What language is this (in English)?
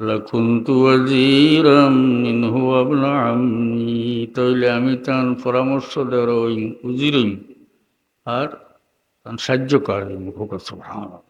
Sylheti